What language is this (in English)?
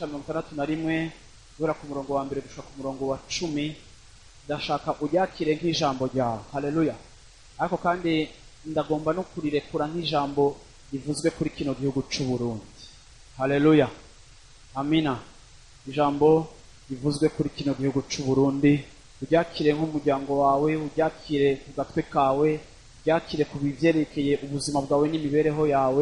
Rundi